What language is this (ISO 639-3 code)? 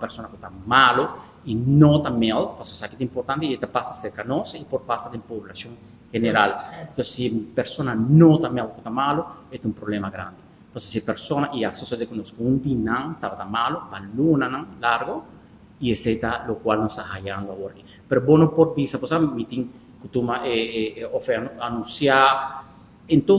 pap